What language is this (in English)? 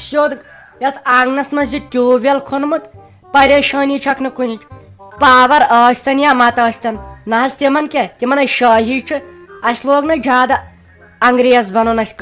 Kashmiri